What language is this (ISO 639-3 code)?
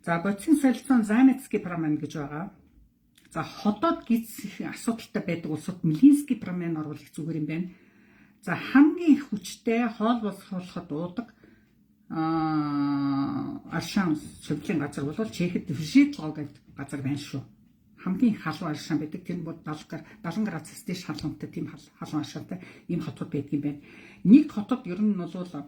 mon